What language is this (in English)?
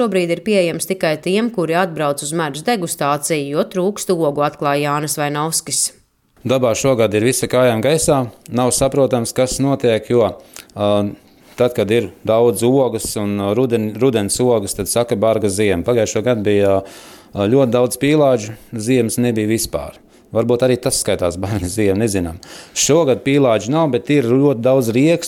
Latvian